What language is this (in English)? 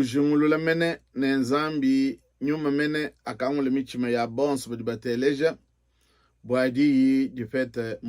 Luba-Lulua